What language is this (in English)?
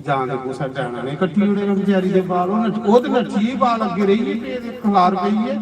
Dogri